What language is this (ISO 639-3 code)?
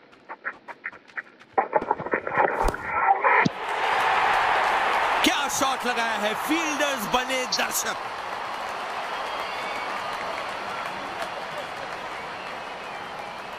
hin